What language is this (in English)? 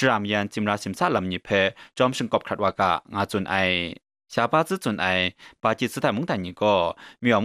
Kachin